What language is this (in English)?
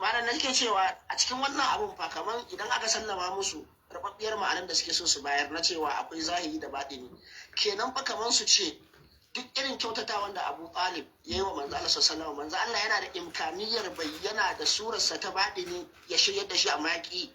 Hausa